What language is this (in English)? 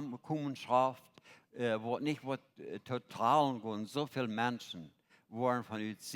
Plautdietsch